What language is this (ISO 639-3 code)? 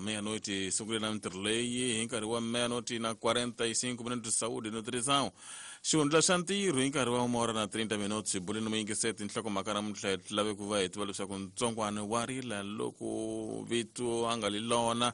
tso